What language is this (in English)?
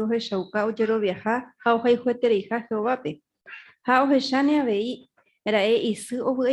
Guarani